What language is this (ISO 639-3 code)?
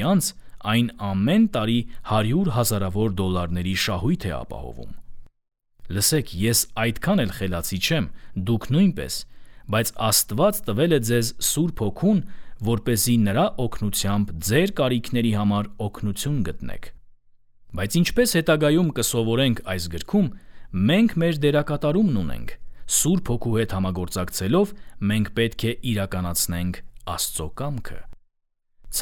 hye